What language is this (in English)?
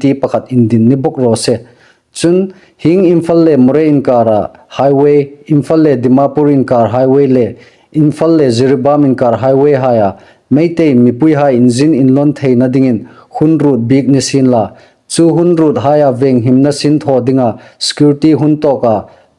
Hmar